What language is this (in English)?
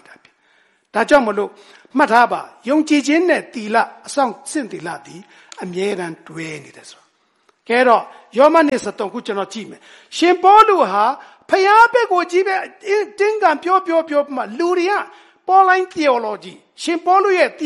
Burmese